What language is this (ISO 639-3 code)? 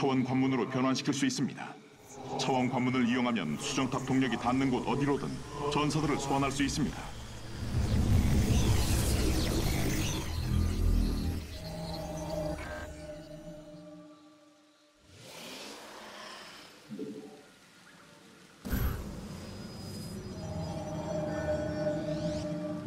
kor